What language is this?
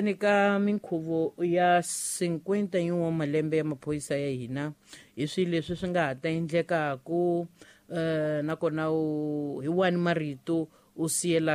Tsonga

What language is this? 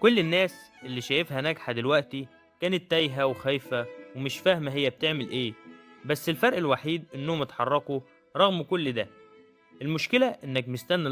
Egyptian Arabic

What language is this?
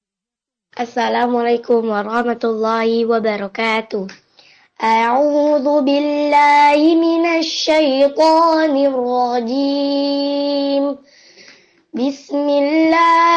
Indonesian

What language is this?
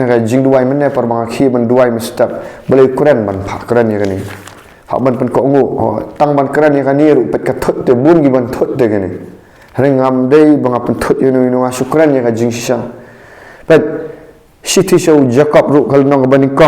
Khasi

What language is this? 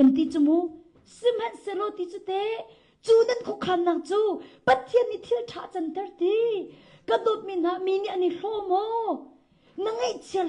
Hakha Chin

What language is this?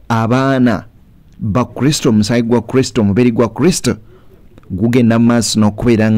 Ganda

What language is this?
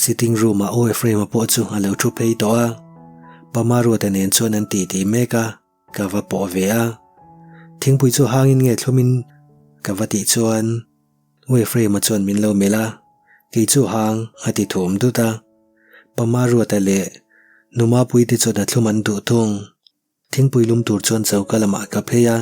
Mizo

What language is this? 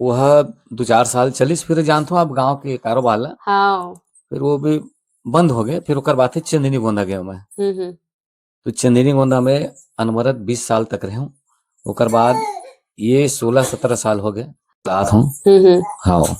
Chhattisgarhi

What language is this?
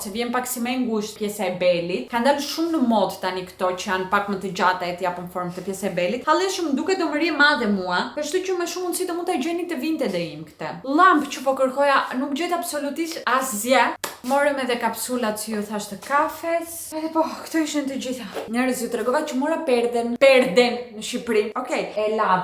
Albanian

